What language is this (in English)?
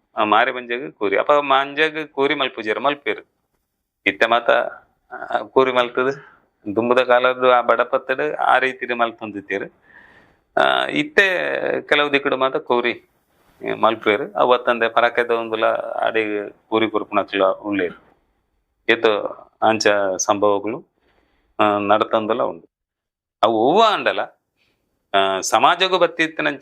Tulu